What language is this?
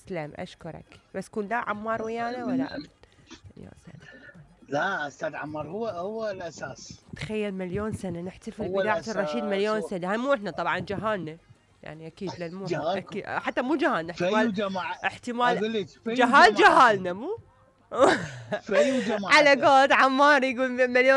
Mesopotamian Arabic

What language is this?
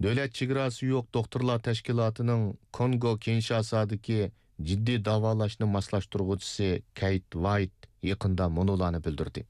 Uyghur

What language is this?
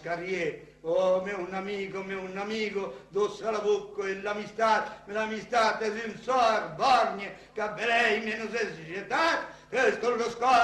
Occitan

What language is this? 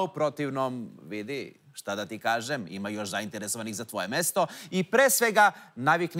Serbian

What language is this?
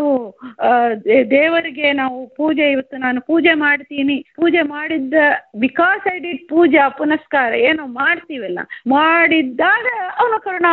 Kannada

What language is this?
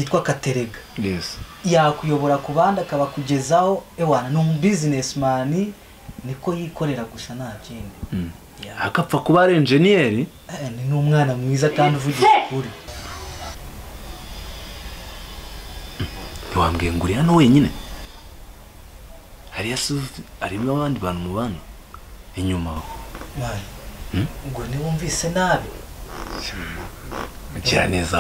Kinyarwanda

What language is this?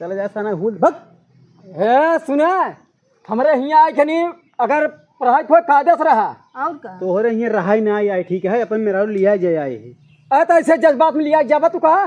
Awadhi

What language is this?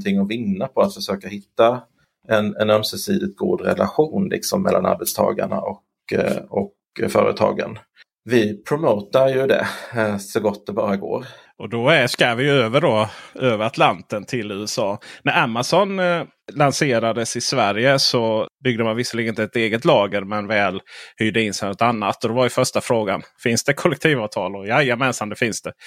Swedish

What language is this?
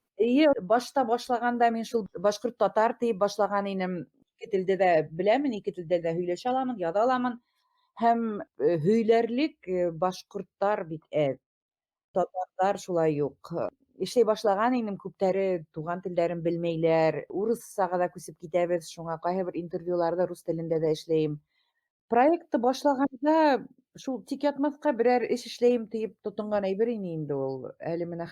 Bashkir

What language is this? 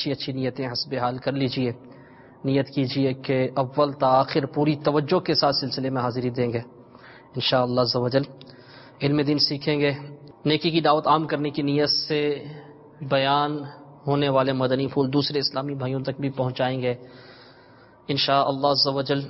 Urdu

